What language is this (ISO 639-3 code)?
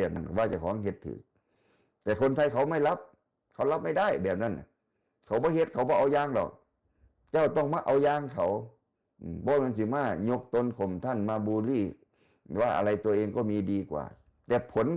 tts